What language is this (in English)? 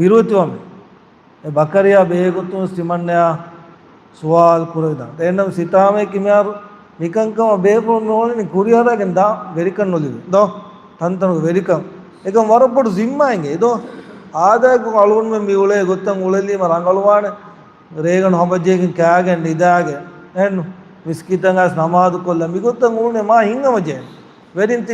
Divehi